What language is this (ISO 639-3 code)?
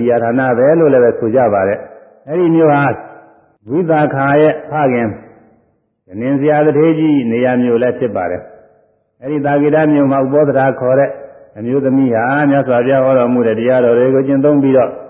mya